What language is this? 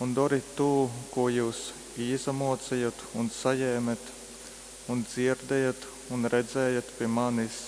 Latgalian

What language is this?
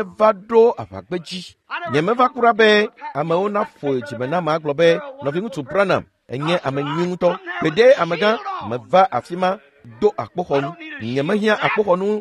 Ewe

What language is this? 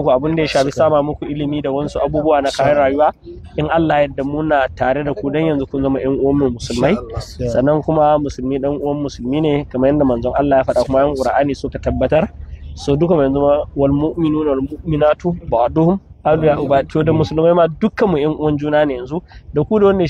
Hausa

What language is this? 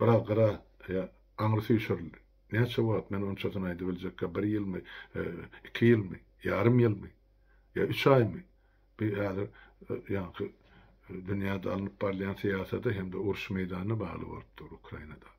Turkmen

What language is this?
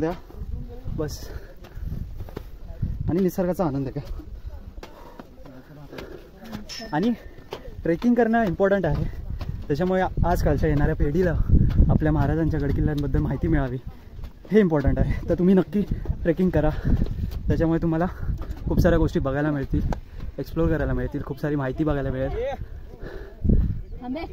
Marathi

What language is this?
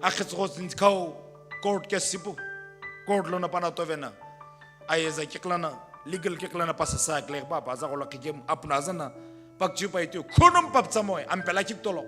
Sumi Naga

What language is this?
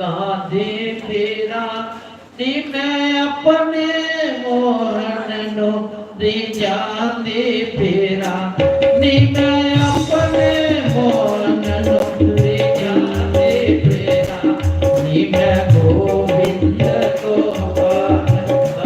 Dogri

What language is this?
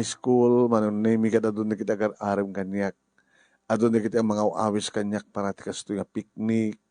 Iloko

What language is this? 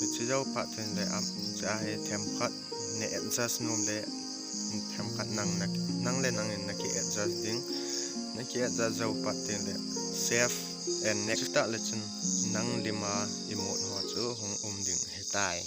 Thado Chin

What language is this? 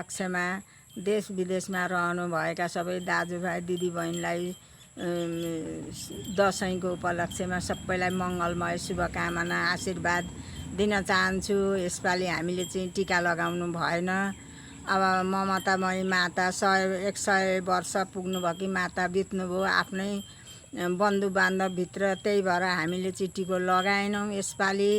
Nepali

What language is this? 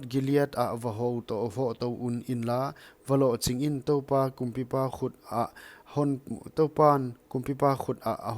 Paite Chin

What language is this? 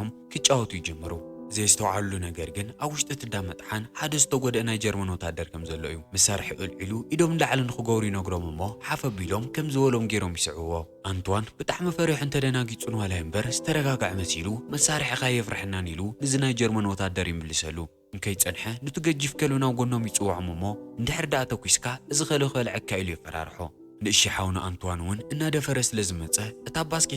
Tigrinya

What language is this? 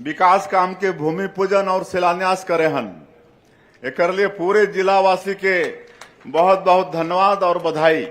Chhattisgarhi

